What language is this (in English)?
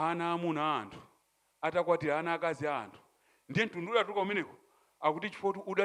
Nyanja